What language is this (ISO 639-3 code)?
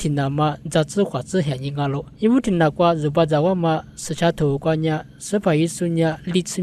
lis